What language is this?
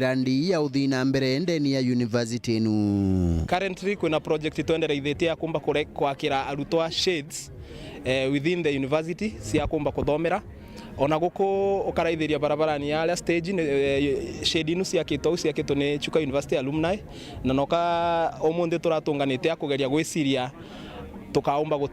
Meru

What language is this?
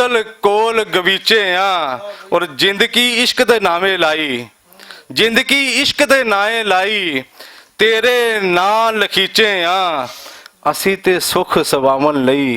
Western Panjabi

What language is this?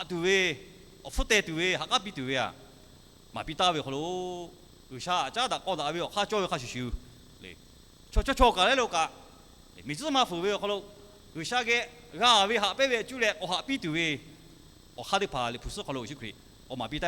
Lahu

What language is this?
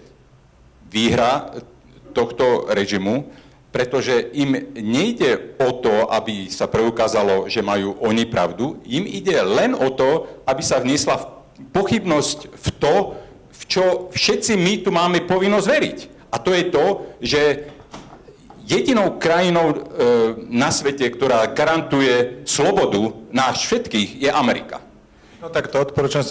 Slovak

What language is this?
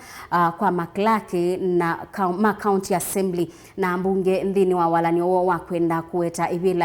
Kamba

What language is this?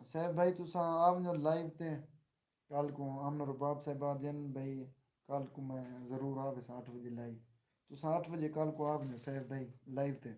Saraiki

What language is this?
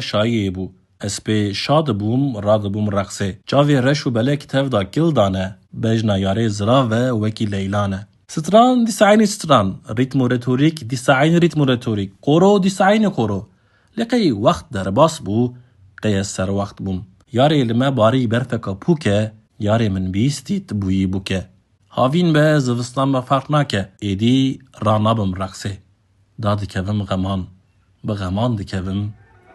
Kurdish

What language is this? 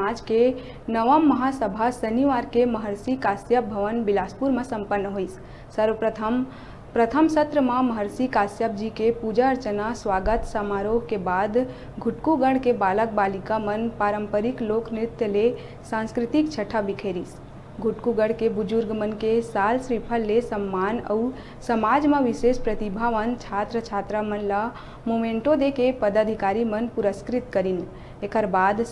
Chhattisgarhi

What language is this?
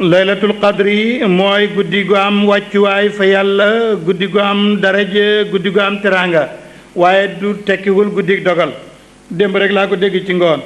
Wolof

